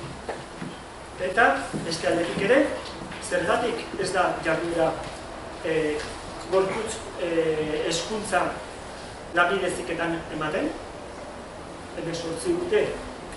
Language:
Basque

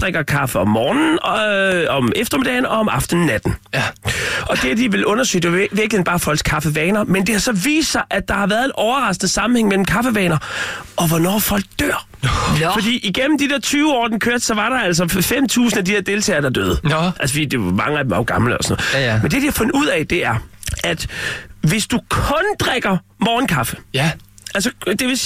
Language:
Danish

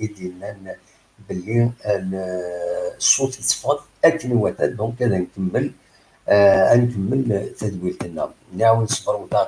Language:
Kabyle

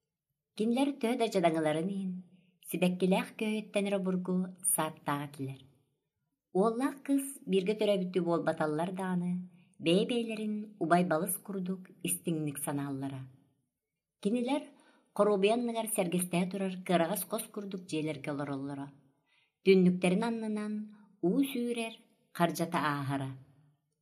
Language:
Yakut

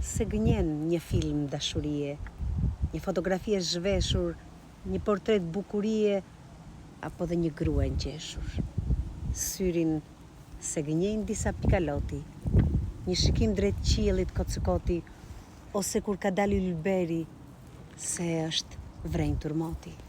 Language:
Albanian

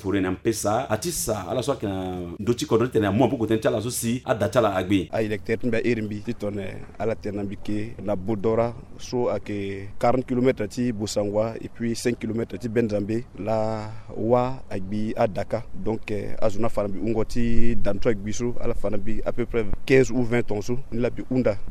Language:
Sango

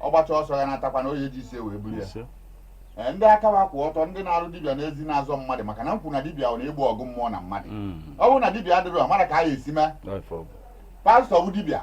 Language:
Igbo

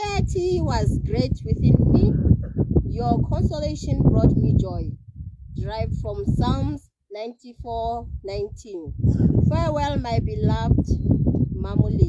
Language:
Tswana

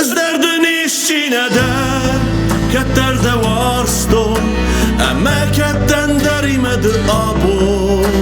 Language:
Ossetic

